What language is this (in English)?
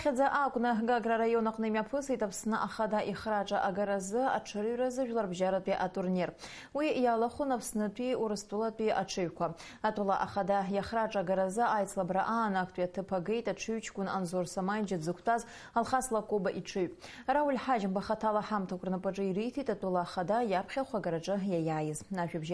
Abkhazian